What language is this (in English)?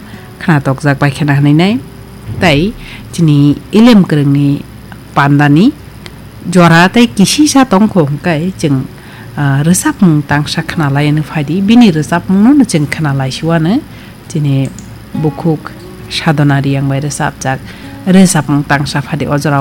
Kok Borok